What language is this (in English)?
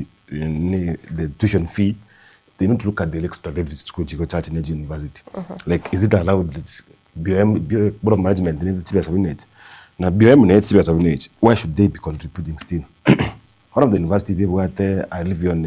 Gusii